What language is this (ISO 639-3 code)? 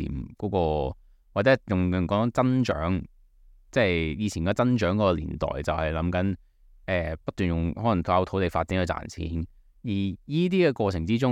yue